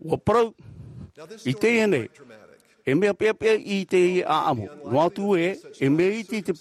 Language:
Tahitian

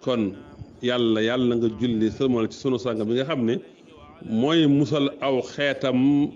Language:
Wolof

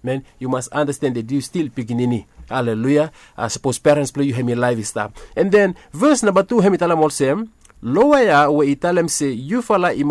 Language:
Bislama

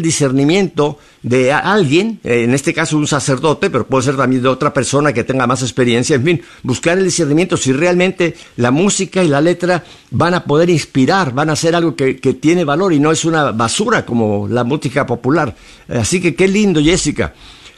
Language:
Spanish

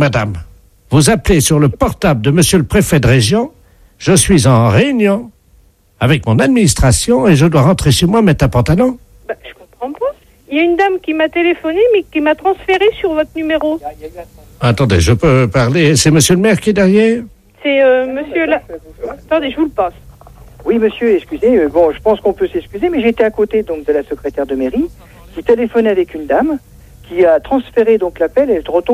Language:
French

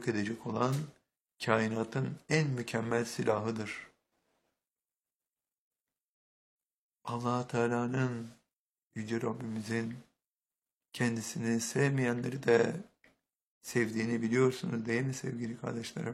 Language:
Turkish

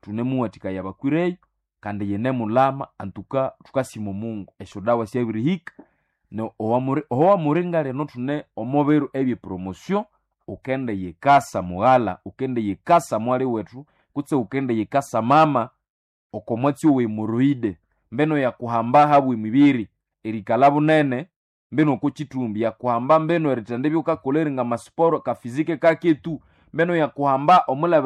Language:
Nande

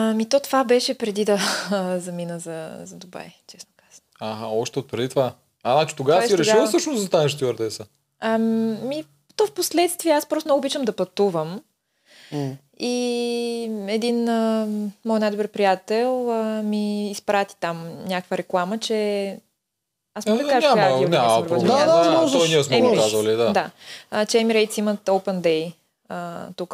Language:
Bulgarian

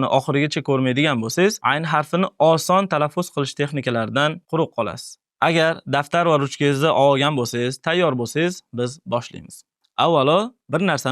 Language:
Uzbek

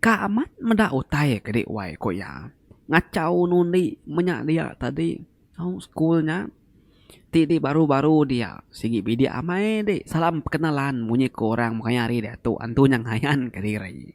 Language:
Iban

